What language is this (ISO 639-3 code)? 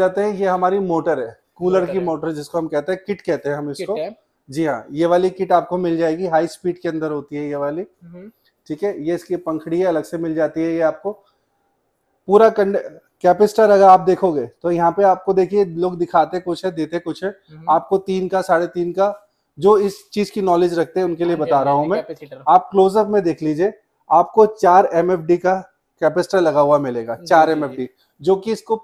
hin